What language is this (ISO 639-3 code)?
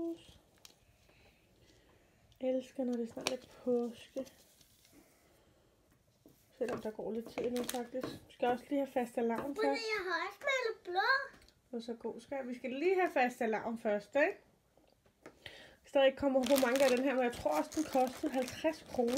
dan